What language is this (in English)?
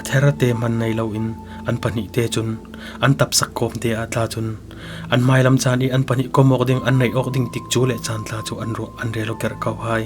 Falam Chin